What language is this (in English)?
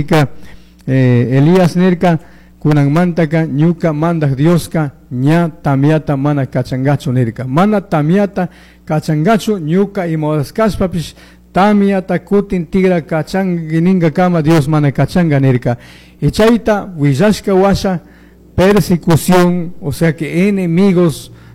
Chimborazo Highland Quichua